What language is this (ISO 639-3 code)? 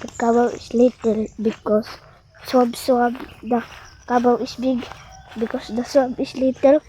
ceb